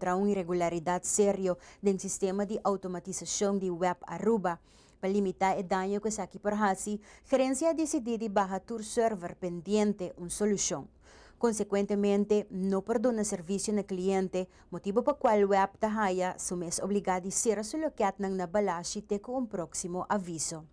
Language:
Papiamento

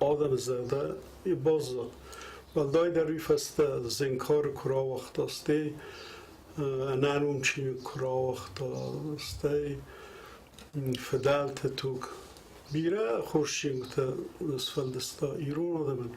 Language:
Ossetic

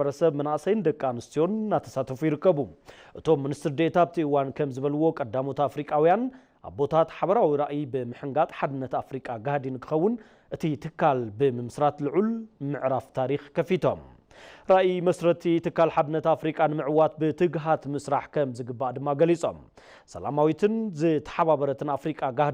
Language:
Tigrinya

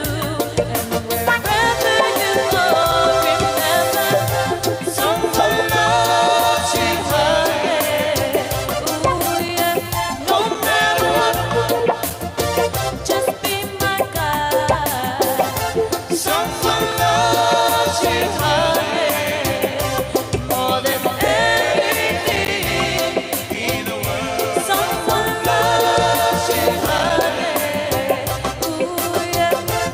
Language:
Tongan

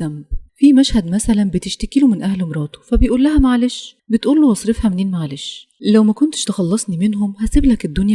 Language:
Egyptian Arabic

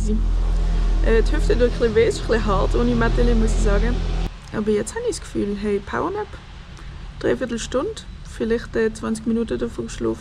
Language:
Swiss German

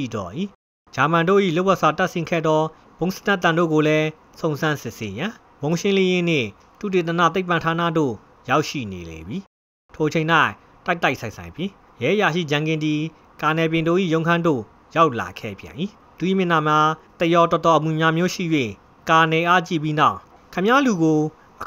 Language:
Burmese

